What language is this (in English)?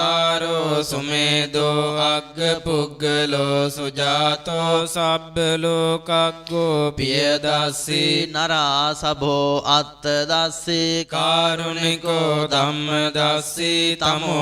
Pali